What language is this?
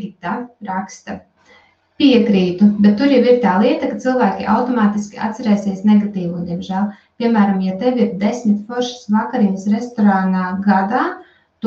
Latvian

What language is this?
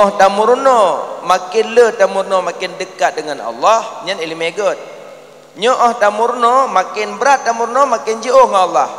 Achinese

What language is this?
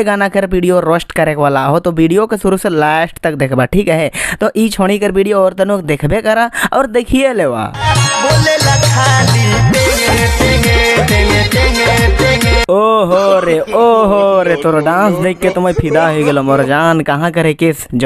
Sadri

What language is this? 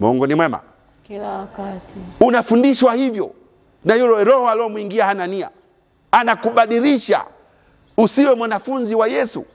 Swahili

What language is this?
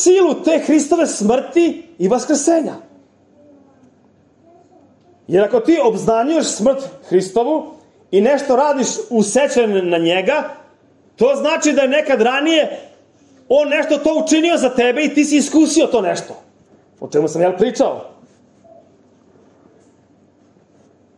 Serbian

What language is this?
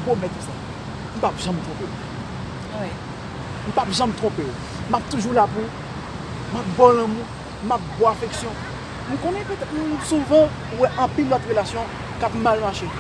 Haitian Creole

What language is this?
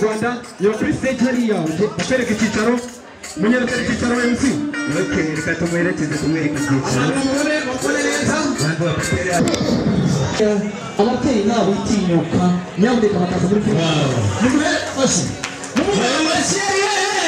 Kinyarwanda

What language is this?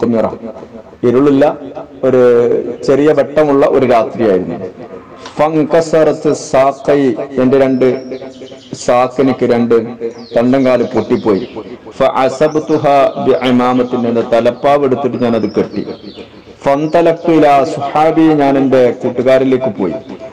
Malayalam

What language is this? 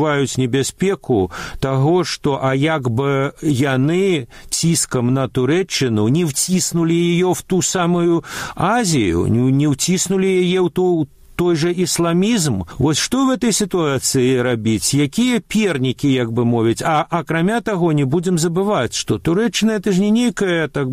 Belarusian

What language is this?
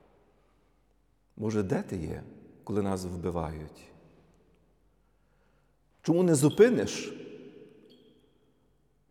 Ukrainian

